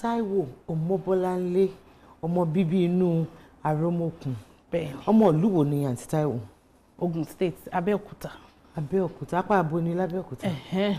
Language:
Yoruba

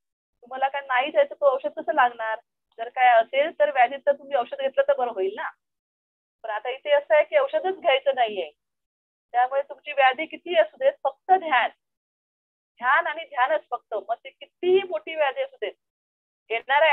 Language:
Marathi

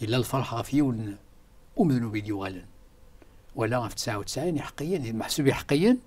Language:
Kabyle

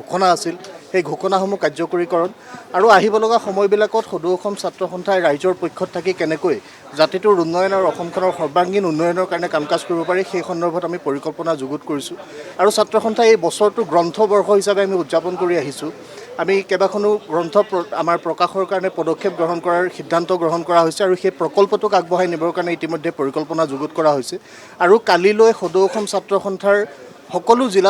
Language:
Assamese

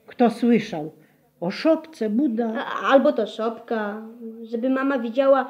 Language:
Polish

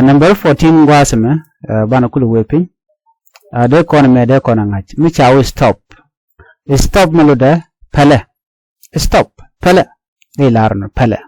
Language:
Nuer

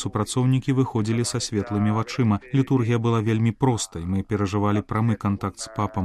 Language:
Belarusian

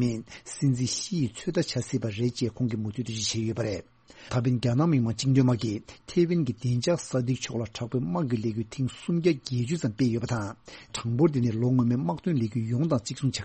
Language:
Tibetan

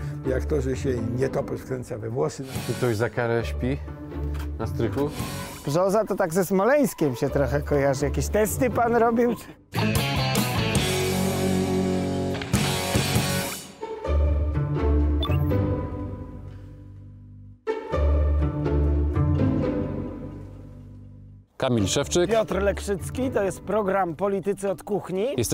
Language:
Polish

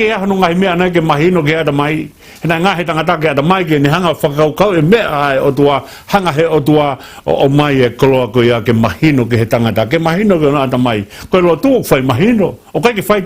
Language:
Tongan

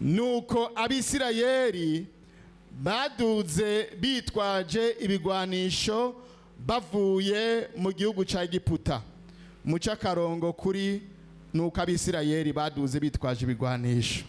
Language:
Rundi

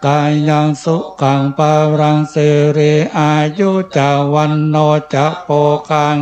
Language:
Pali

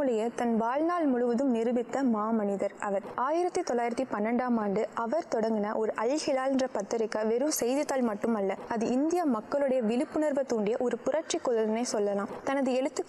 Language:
Tamil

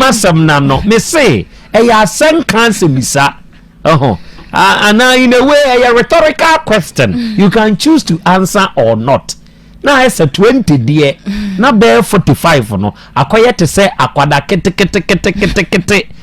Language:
Akan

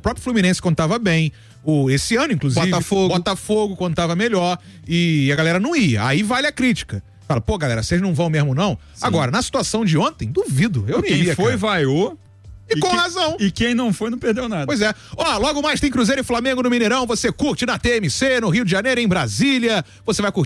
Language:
Portuguese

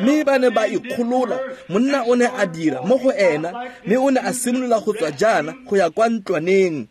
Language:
Tswana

